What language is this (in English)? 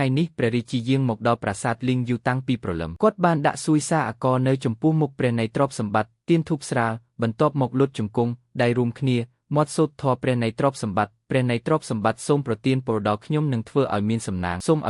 Khmer